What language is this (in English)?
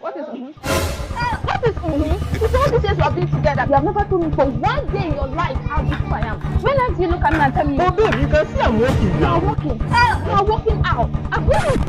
Nigerian Pidgin